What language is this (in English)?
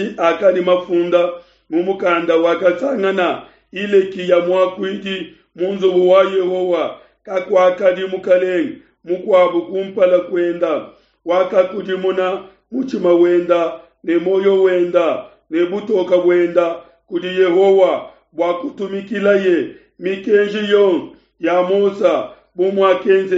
Luba-Lulua